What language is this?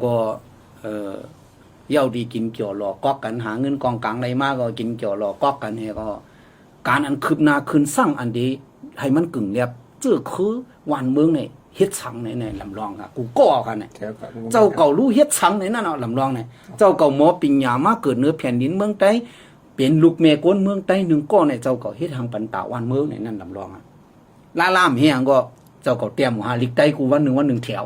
Shan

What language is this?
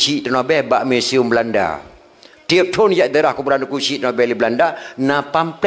Achinese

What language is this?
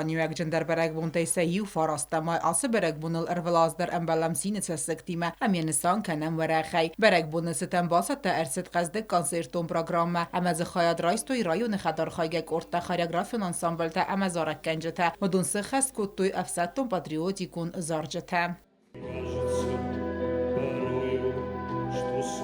Ossetic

